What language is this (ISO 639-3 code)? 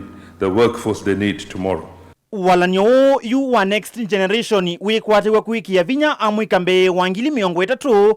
kam